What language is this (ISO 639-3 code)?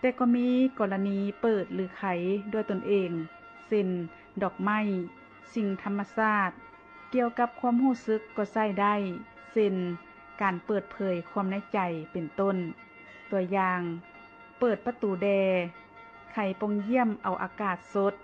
lao